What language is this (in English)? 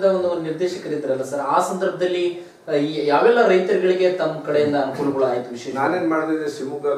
Kannada